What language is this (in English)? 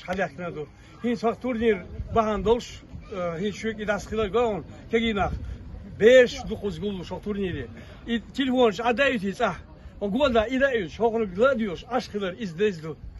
Chechen